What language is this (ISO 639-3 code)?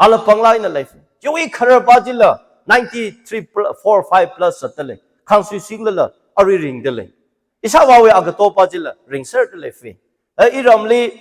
nmf